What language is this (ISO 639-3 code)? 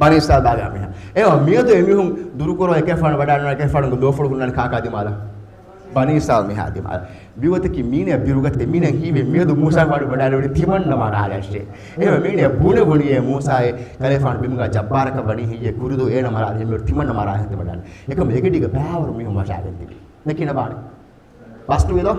div